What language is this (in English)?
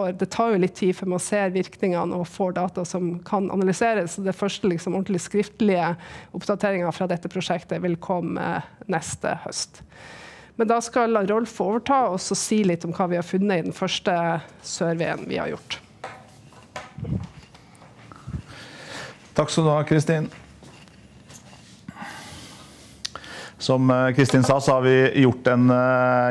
Norwegian